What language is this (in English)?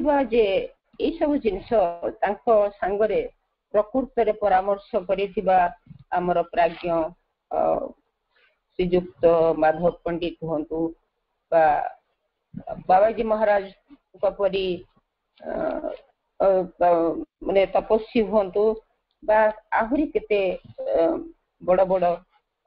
Odia